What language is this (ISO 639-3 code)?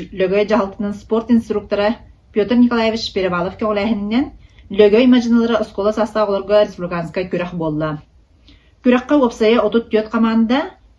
sah